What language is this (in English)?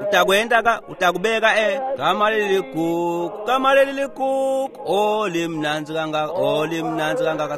Swati